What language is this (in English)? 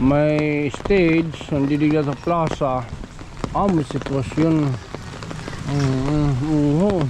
Waray